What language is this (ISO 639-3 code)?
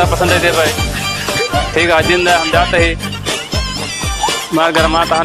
awa